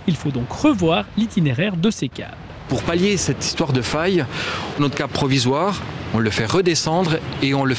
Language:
French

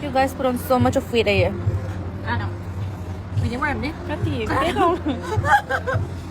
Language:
Manipuri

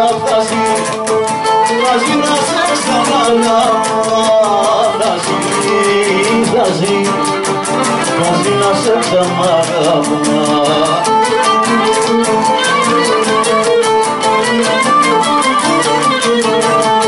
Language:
Greek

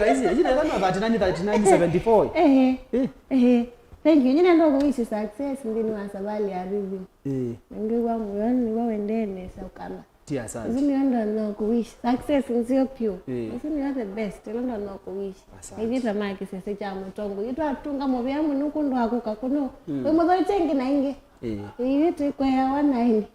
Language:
Kamba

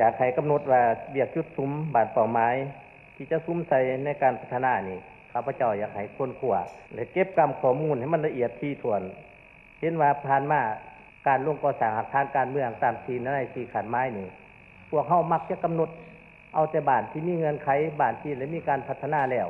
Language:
Lao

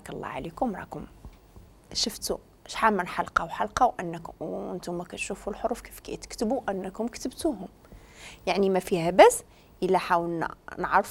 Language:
Moroccan Arabic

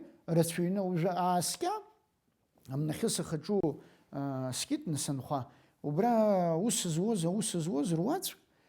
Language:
Abkhazian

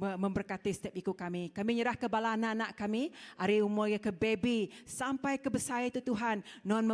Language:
Iban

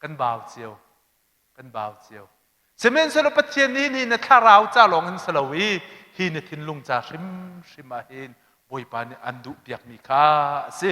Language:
Hakha Chin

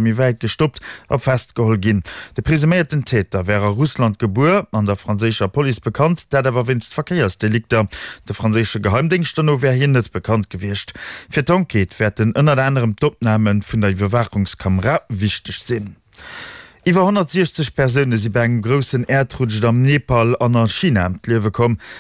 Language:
Luxembourgish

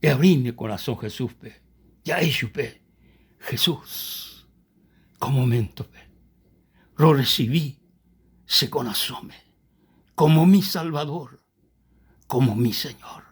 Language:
Guarani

